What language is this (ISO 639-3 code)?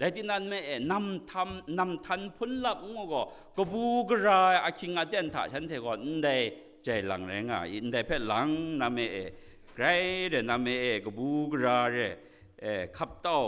kac